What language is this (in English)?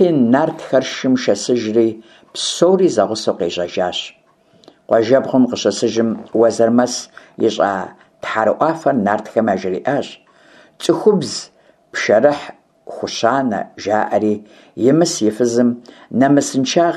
Kabardian